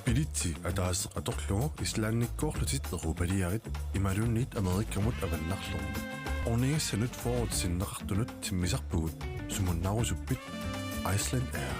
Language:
Kalaallisut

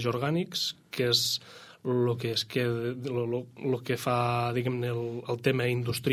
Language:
Catalan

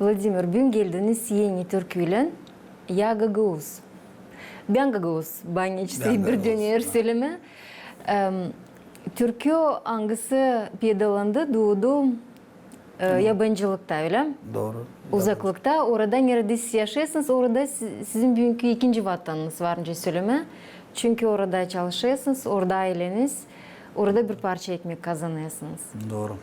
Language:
Gagauz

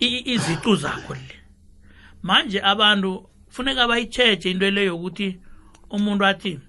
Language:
South Ndebele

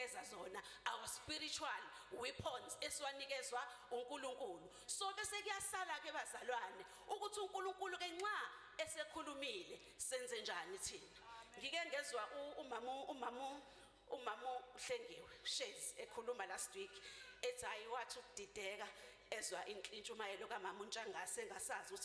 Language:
Zulu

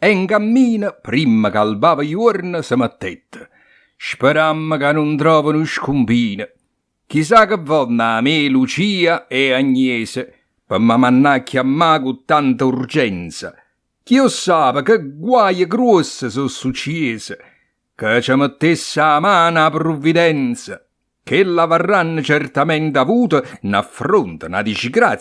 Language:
Neapolitan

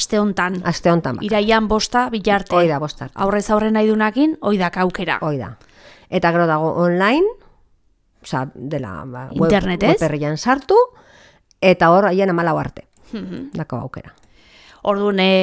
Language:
Basque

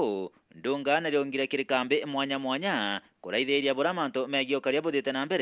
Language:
Meru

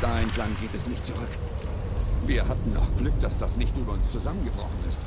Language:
Swiss German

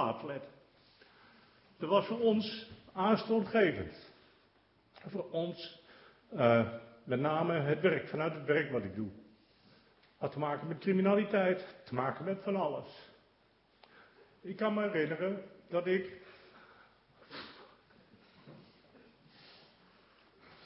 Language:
Dutch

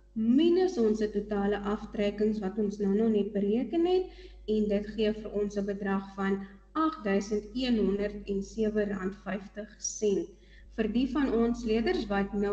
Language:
Afrikaans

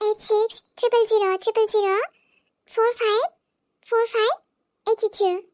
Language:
Bodo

